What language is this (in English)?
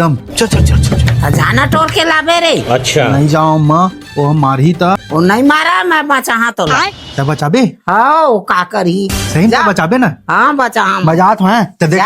Chhattisgarhi